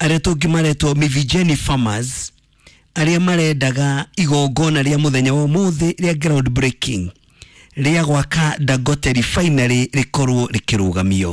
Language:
Kikuyu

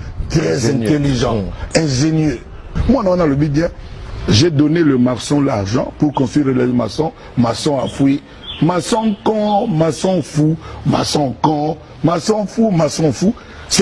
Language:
Lingala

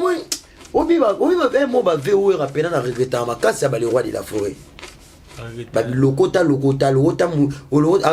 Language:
Lingala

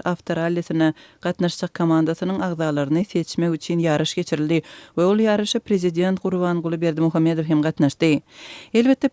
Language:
Turkmen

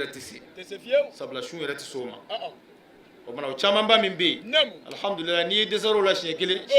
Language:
Bambara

